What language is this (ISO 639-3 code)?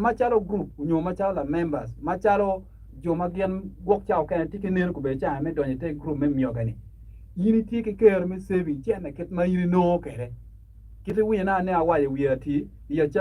ach